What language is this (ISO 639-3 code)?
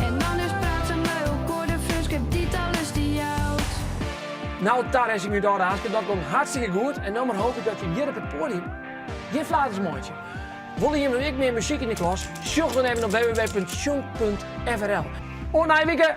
fry